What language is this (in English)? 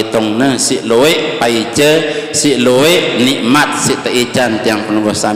Sasak